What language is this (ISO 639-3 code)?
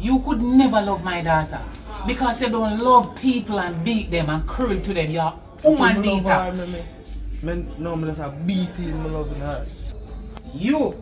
jam